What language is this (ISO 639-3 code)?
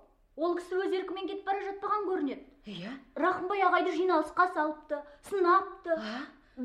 kaz